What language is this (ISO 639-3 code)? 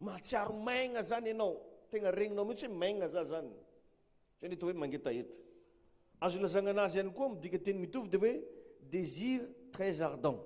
mlg